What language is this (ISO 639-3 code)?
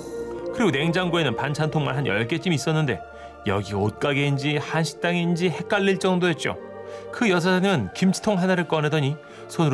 kor